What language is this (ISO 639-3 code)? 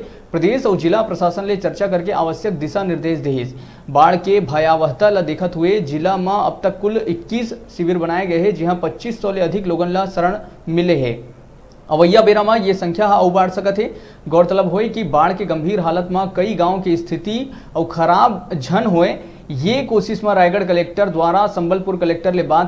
hne